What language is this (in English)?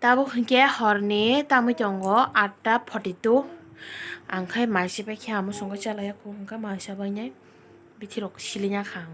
Kok Borok